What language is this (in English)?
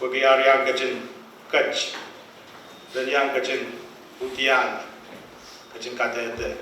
Pohnpeian